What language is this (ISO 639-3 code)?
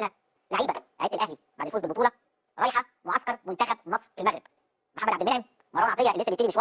arz